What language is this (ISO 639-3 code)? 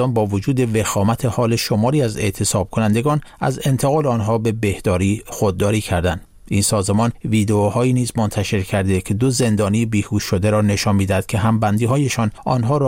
fas